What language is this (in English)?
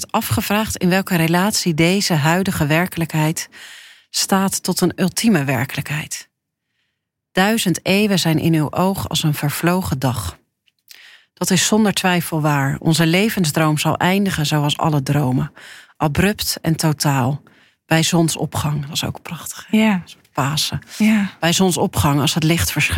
Dutch